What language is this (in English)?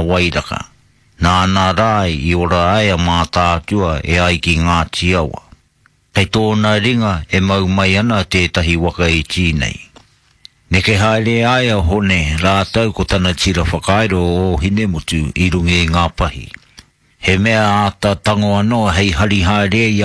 Māori